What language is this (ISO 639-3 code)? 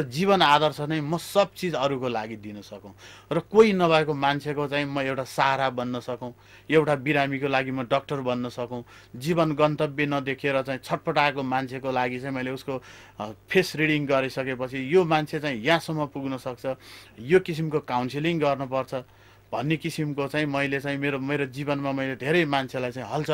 nep